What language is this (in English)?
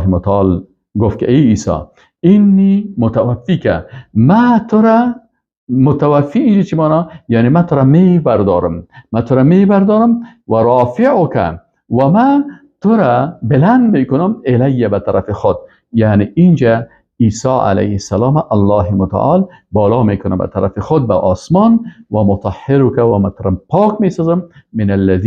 Persian